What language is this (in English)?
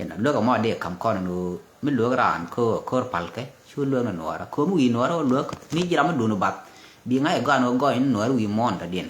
Nuer